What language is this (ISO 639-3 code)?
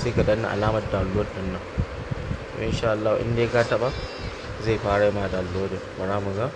hau